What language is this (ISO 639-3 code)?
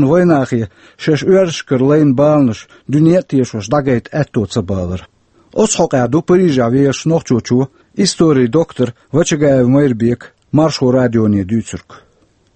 che